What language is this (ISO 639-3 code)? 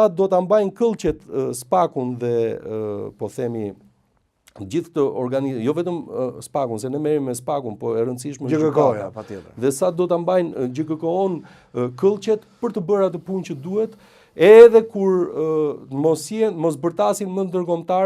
sqi